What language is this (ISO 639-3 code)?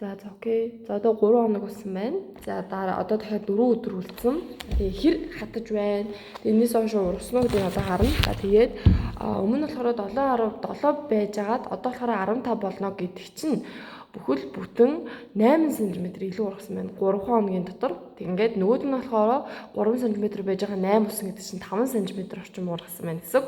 mon